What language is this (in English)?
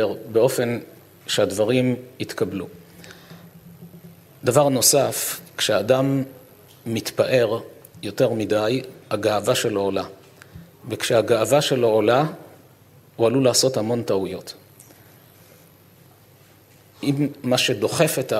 Hebrew